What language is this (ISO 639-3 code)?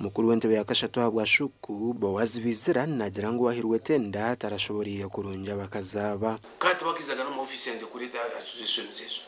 nyn